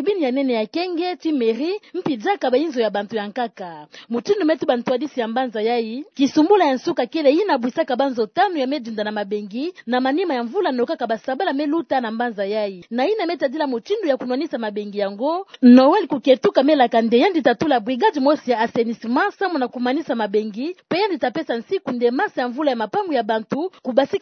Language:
Kituba (Democratic Republic of Congo)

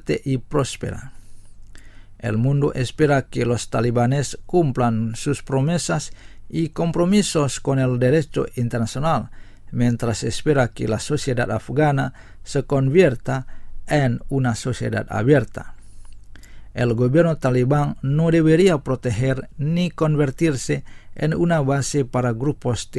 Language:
Spanish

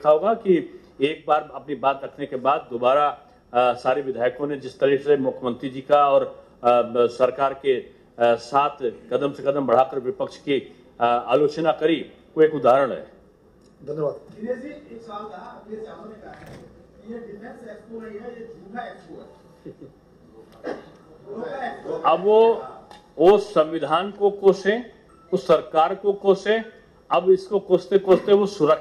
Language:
Hindi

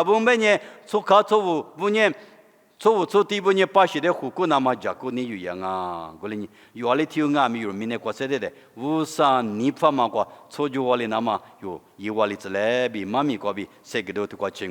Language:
Lisu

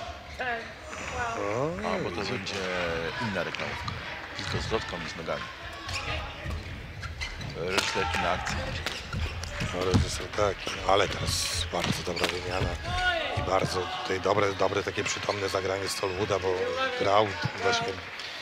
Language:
Polish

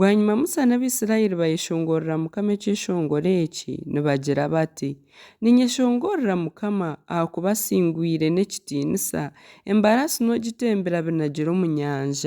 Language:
Nyankole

